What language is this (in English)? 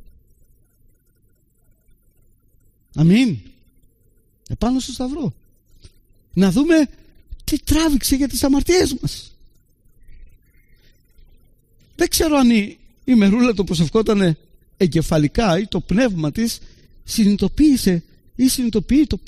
Greek